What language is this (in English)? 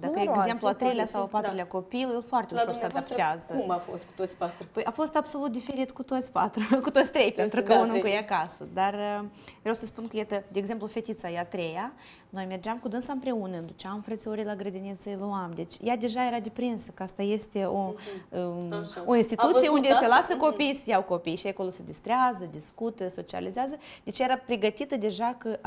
Romanian